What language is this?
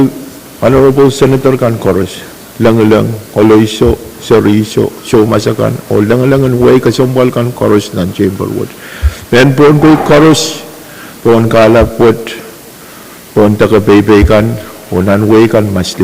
Pohnpeian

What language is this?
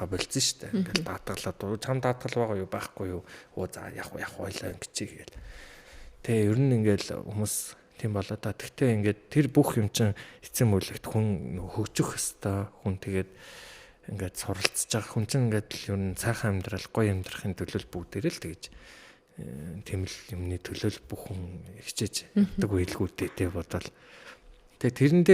Mongolian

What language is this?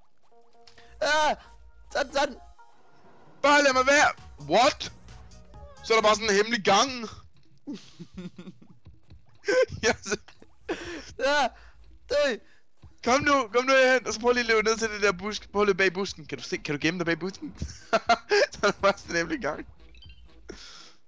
Danish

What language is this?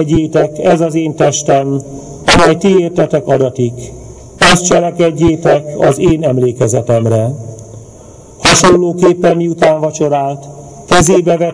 Hungarian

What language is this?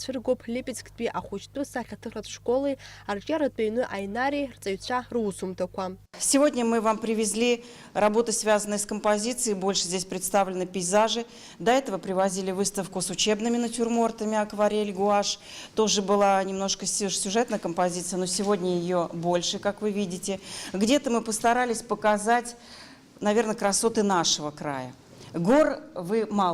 Abkhazian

